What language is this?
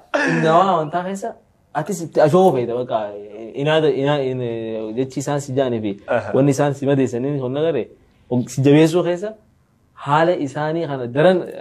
Oromo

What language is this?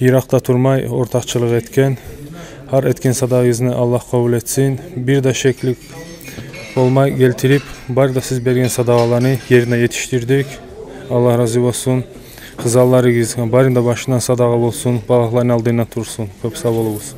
Kumyk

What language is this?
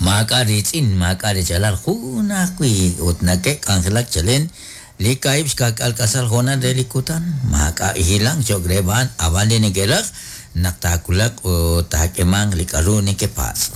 Kekchí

